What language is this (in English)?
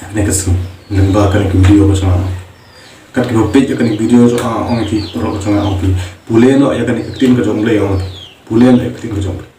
Khasi